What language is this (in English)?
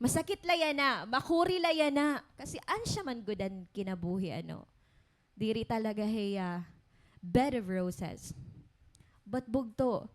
Waray